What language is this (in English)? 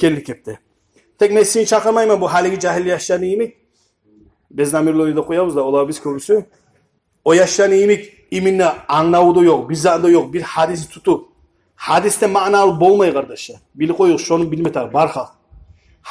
Kumyk